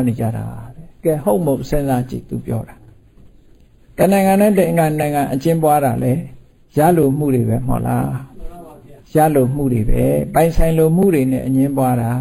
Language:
Burmese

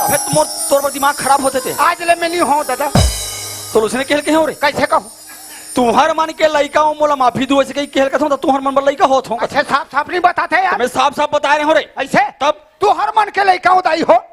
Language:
Chhattisgarhi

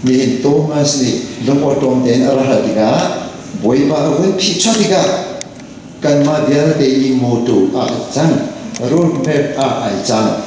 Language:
Hakha Chin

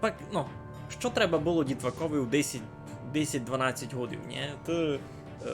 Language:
Rusyn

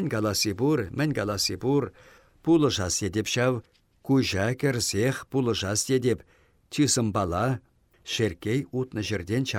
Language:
Chuvash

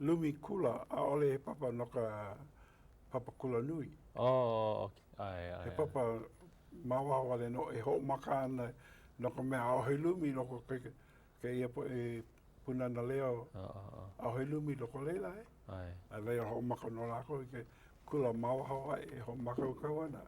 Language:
Hawaiian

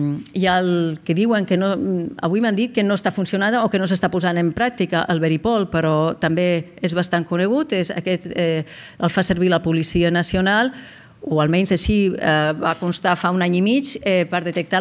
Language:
Catalan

